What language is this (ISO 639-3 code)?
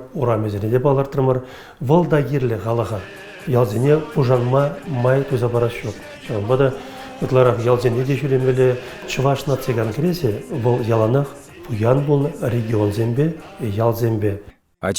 chv